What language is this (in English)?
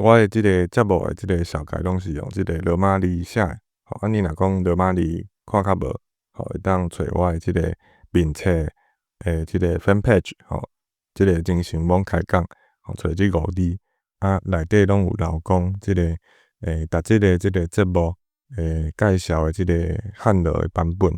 Min Nan Chinese